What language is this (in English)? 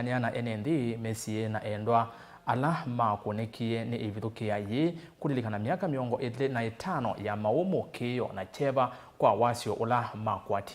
Kamba